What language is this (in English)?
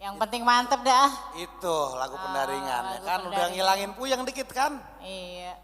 Betawi